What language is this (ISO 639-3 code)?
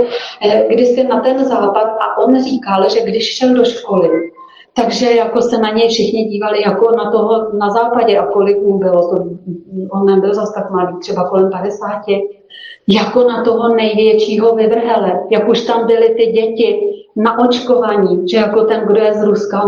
ces